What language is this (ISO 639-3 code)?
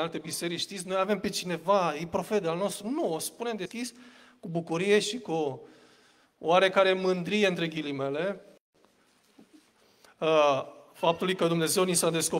ron